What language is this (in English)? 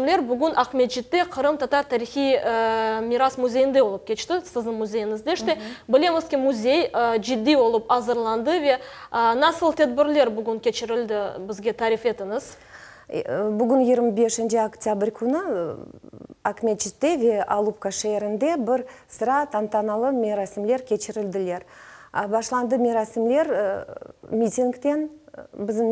Crimean Tatar